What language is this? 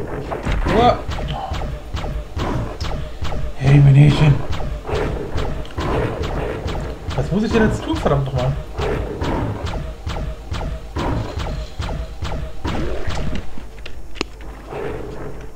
German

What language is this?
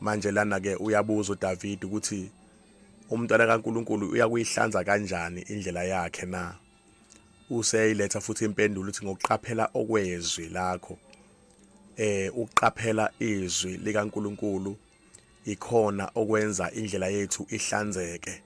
Zulu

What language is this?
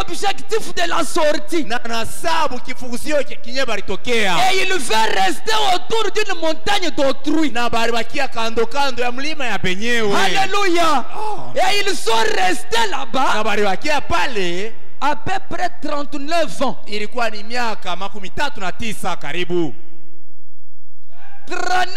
Swahili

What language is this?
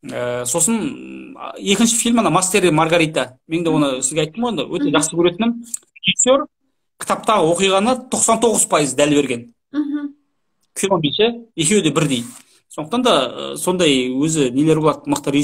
Kazakh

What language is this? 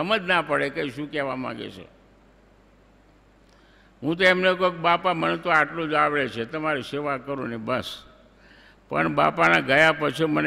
Gujarati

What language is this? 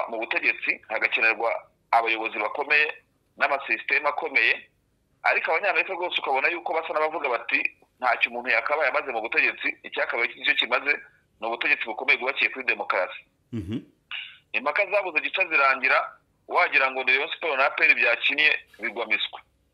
Kinyarwanda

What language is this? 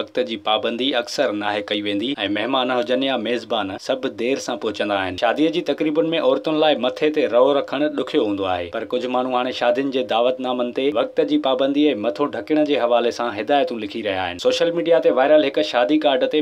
Sindhi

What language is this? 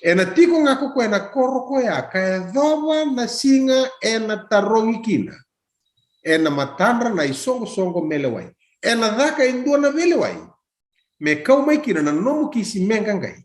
Fijian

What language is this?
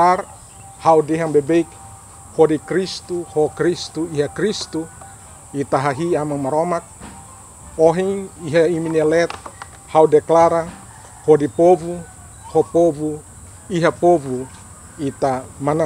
Tetum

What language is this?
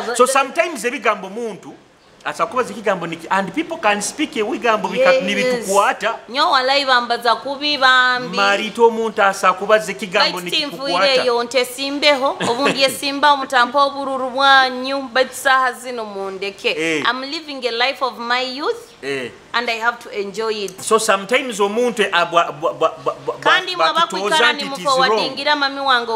Nyoro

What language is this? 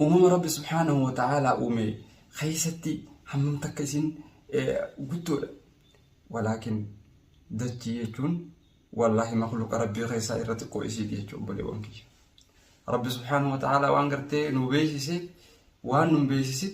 Oromo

